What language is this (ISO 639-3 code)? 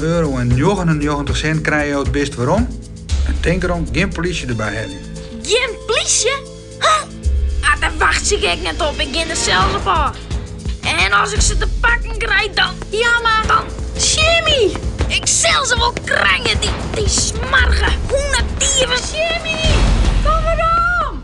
fry